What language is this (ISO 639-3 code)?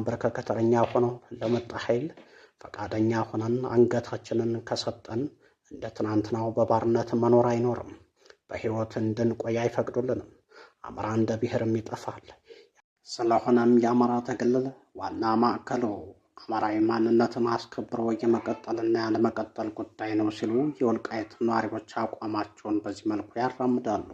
amh